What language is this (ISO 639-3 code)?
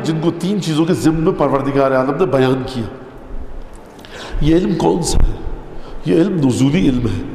urd